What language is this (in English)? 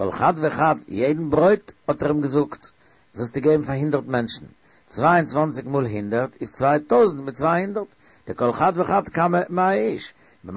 Yiddish